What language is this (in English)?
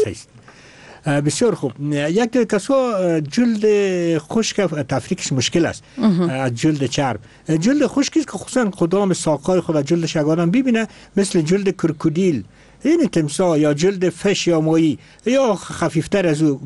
Persian